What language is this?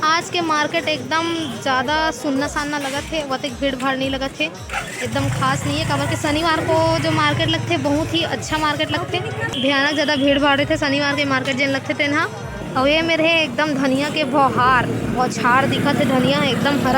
Chhattisgarhi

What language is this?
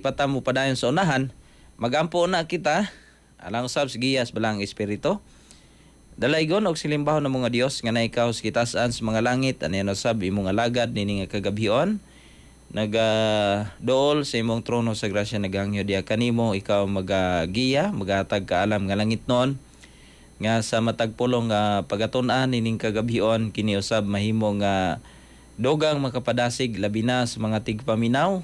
Cebuano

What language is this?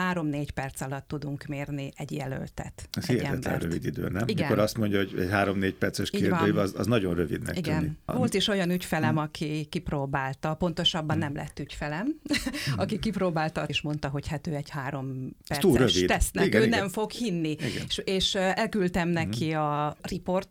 Hungarian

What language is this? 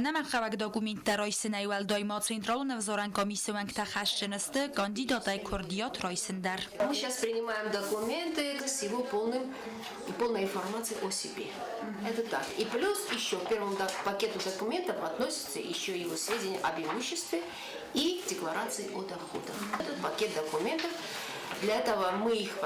Ossetic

